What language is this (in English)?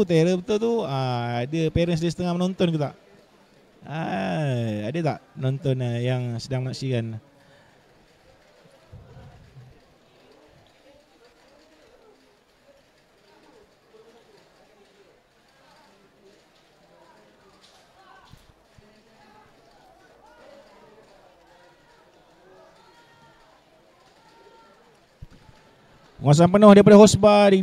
Malay